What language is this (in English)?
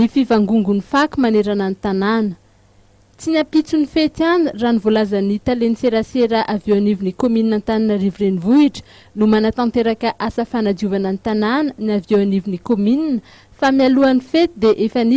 Malagasy